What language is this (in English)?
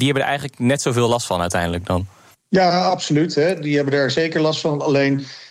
Dutch